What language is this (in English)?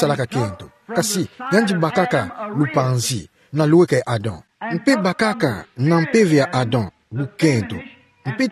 Kituba (Democratic Republic of Congo)